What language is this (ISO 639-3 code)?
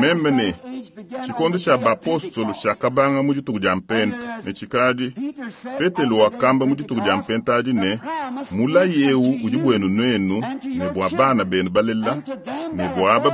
lua